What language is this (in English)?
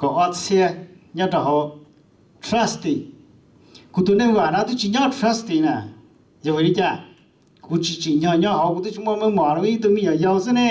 Hmong